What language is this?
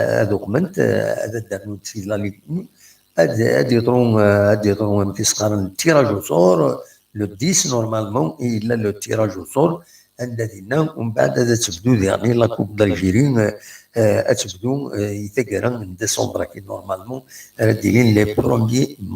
Kabyle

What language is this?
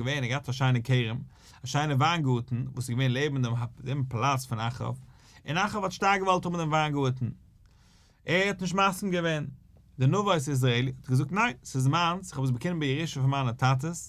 Yiddish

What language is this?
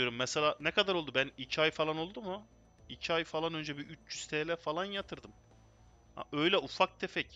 Turkish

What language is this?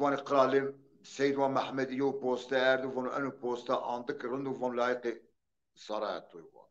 Zaza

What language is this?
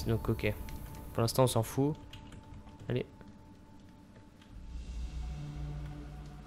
French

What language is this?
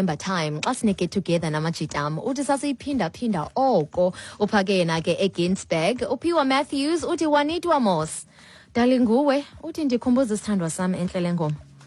Xhosa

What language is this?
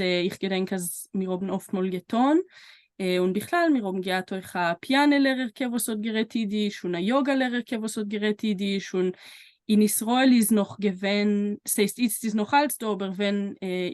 Yiddish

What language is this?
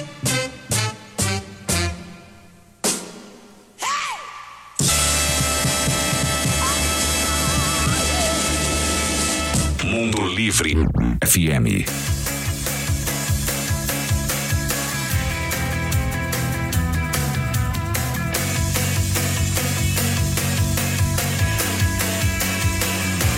Portuguese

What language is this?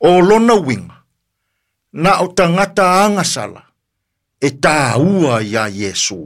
Samoan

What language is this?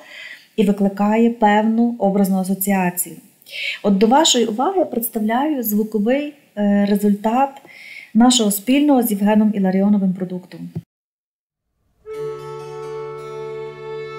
Ukrainian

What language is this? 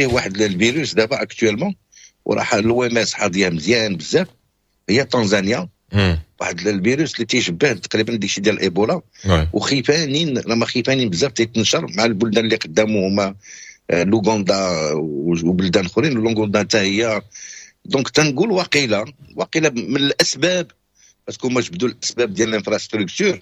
Moroccan Arabic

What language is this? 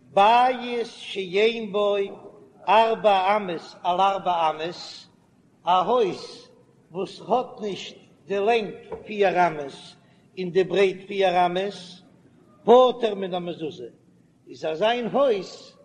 Yiddish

